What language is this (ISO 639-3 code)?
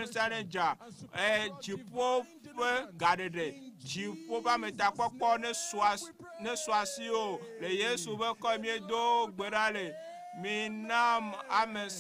ewe